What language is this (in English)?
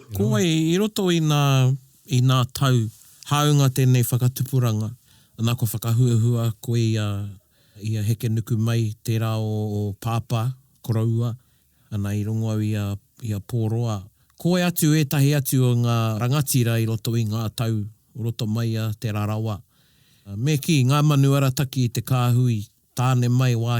Māori